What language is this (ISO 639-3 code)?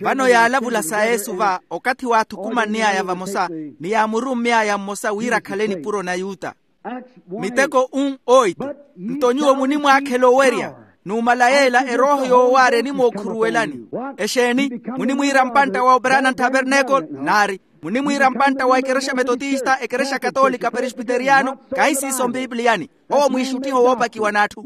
vmw